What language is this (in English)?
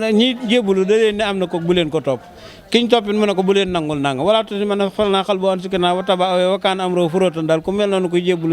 Wolof